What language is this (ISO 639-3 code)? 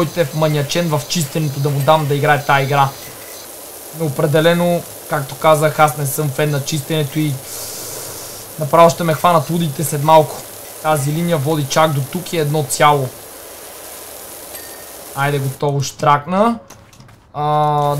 bul